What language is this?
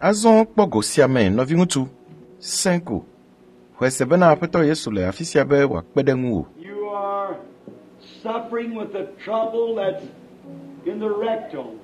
Ewe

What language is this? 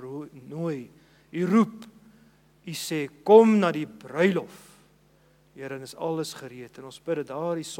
Afrikaans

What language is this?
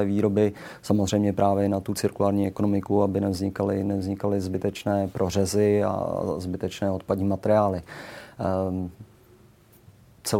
Czech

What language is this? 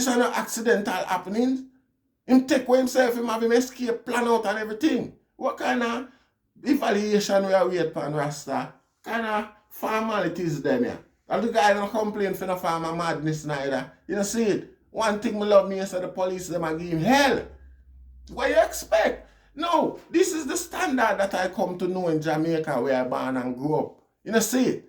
Jamaican Creole English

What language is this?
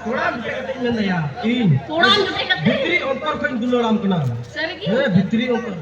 Santali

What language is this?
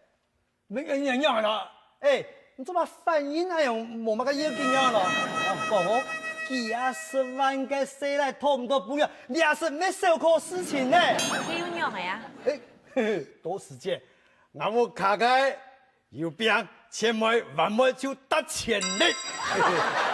Hakka Chinese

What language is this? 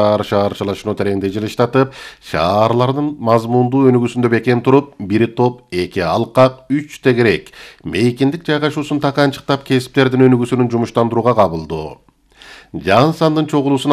Kyrgyz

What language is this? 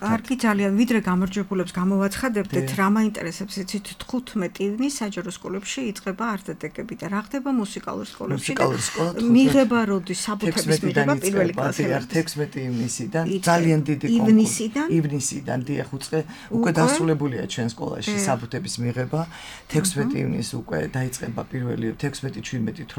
Georgian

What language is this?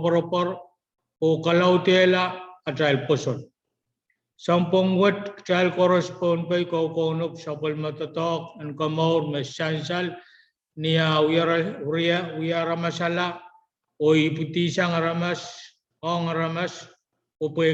Pohnpeian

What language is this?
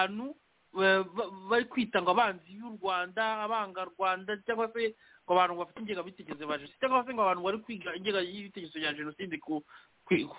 Kinyarwanda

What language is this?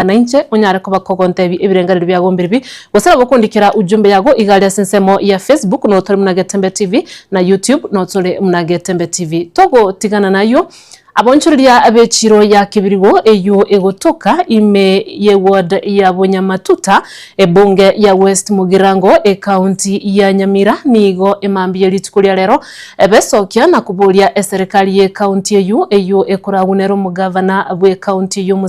Gusii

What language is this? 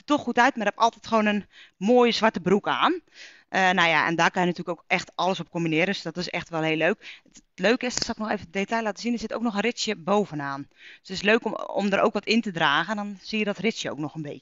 Dutch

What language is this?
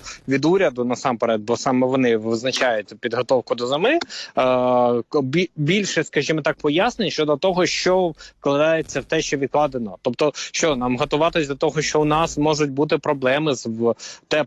Ukrainian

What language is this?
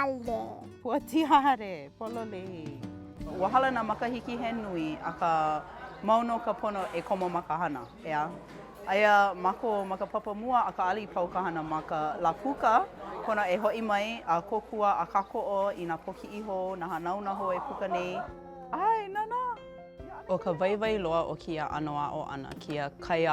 Hawaiian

